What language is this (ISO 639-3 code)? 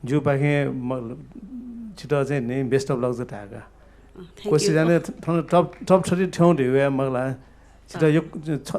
new